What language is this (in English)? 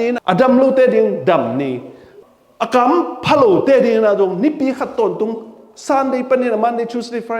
Tedim Chin